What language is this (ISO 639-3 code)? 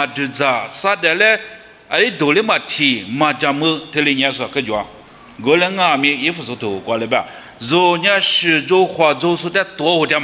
lis